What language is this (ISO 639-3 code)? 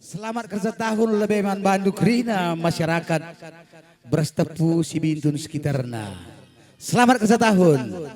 btx